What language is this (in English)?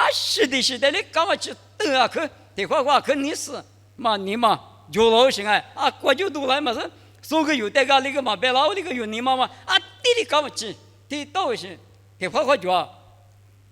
Lisu